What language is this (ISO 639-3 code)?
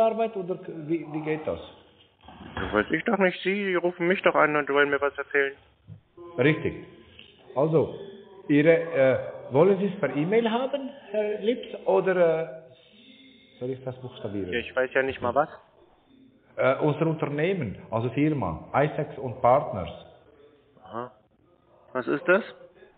deu